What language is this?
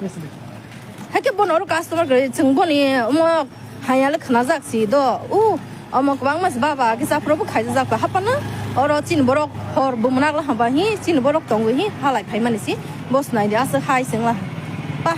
Kok Borok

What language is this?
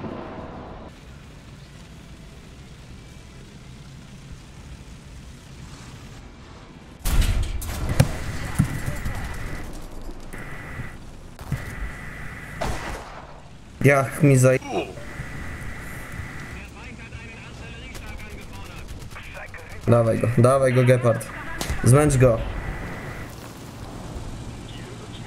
Polish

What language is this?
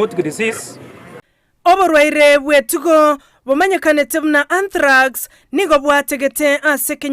Gusii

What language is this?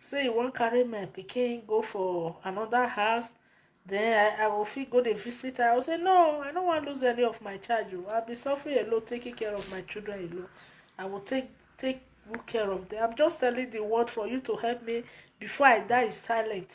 Nigerian Pidgin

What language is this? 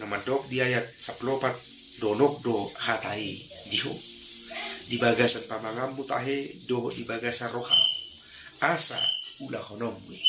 Batak Toba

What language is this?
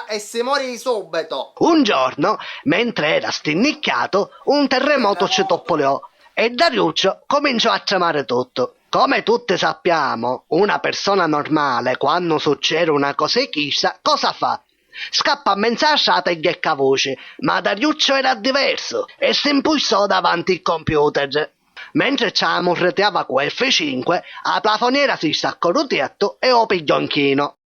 Sicilian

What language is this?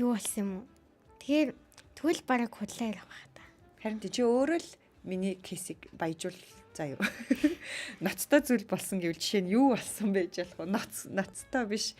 Mongolian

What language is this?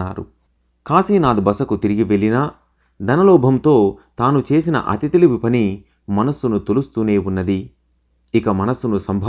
Telugu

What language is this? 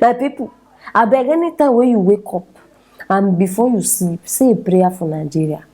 Nigerian Pidgin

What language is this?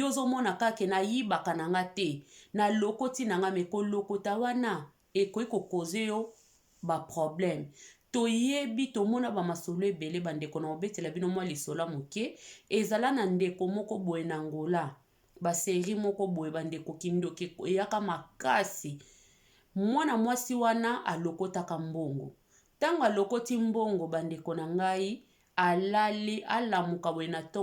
Lingala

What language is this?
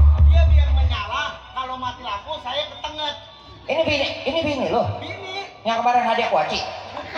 Betawi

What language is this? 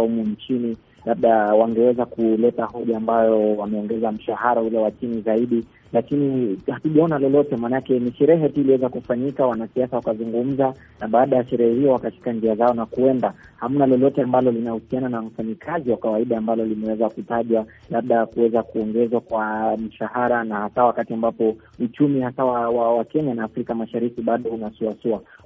Swahili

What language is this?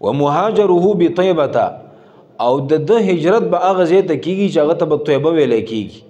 Pashto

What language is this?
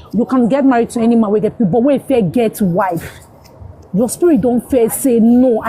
Nigerian Pidgin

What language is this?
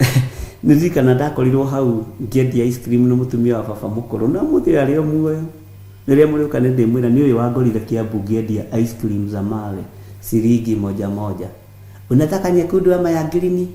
Kikuyu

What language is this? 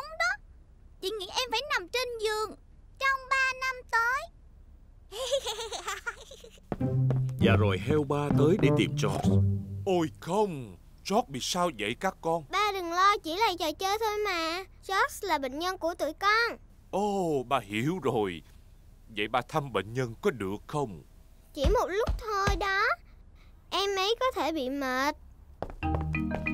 Vietnamese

